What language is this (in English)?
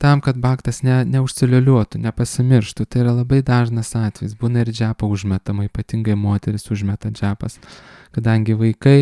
Lithuanian